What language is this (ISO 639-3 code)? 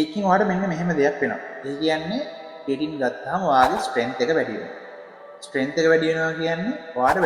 sin